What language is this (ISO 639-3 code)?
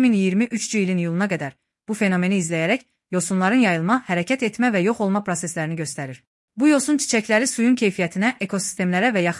aze